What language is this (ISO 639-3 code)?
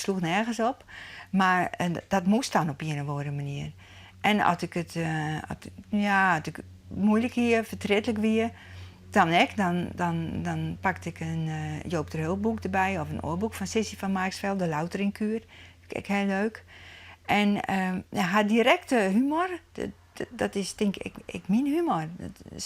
fry